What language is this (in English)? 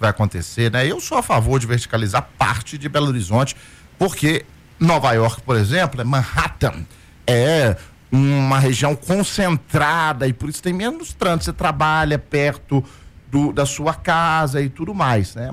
Portuguese